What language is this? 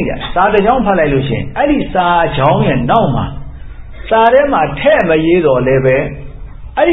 Burmese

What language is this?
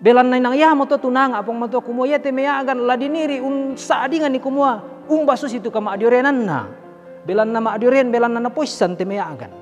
Toraja-Sa'dan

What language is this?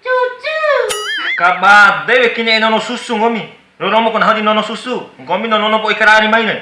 Bima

